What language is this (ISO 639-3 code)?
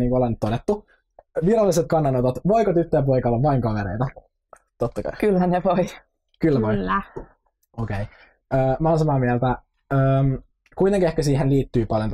fin